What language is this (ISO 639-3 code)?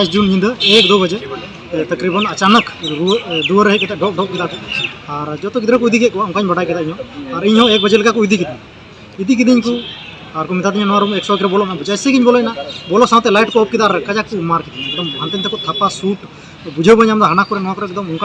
sat